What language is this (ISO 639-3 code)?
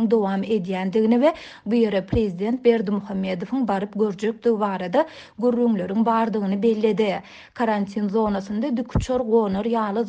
tuk